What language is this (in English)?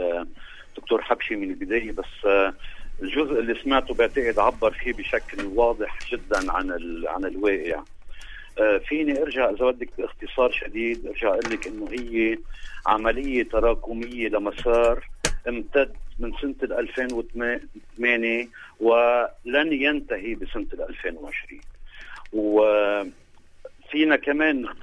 North Levantine Arabic